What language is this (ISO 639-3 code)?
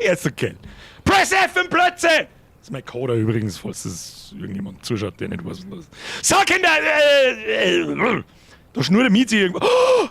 bar